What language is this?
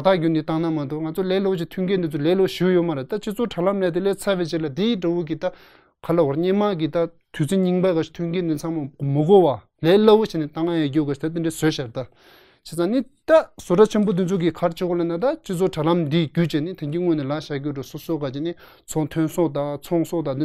Tibetan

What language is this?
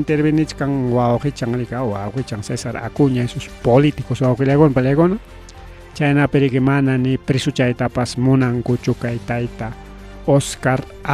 Ayacucho Quechua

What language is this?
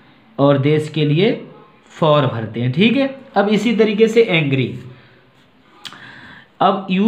Hindi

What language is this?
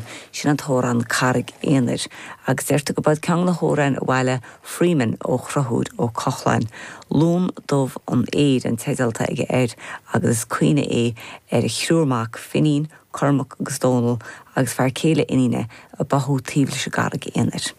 Irish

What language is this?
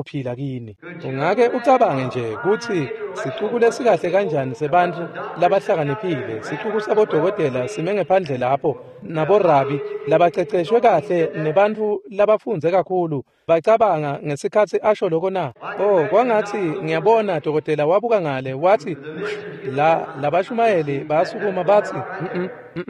Swati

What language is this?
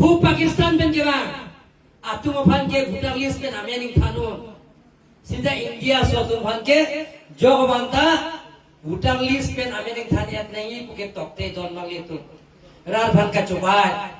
Karbi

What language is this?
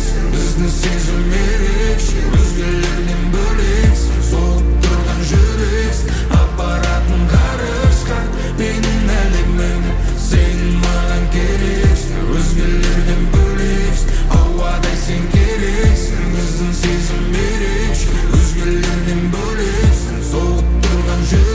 Kazakh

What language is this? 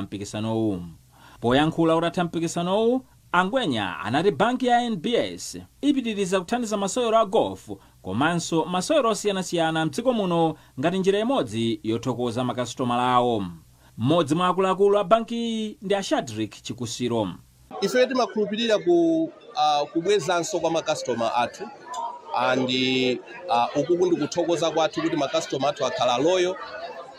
Nyanja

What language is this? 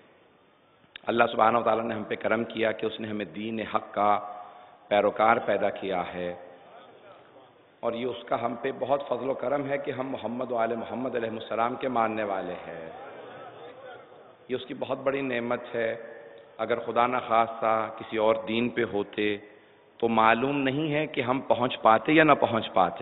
Urdu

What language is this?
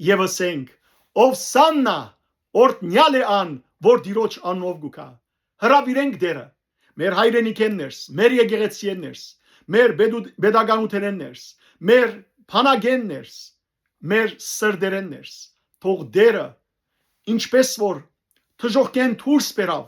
Western Armenian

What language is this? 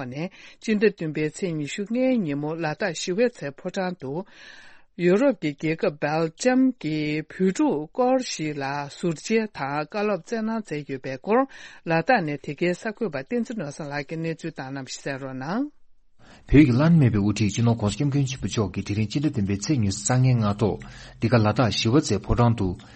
Tibetan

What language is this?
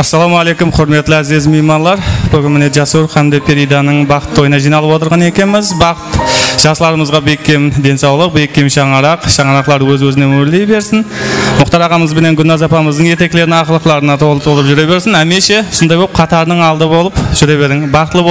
Kara-Kalpak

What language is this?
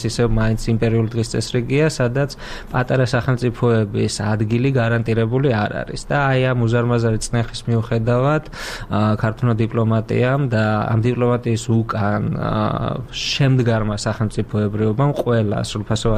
Georgian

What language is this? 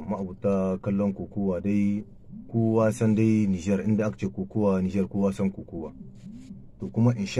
Hausa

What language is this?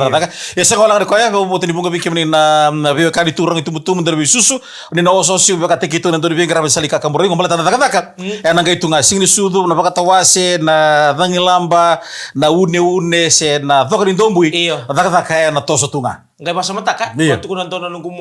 Fijian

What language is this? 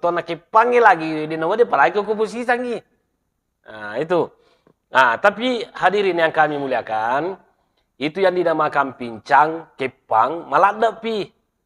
Buginese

